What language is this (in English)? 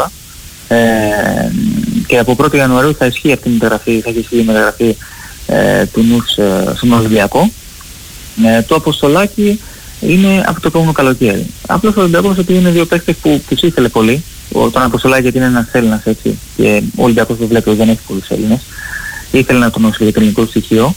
Greek